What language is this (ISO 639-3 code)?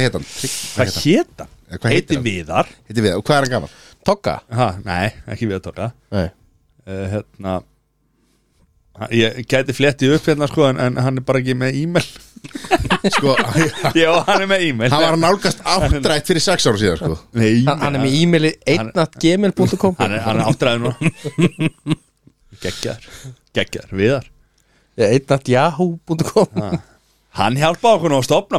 isl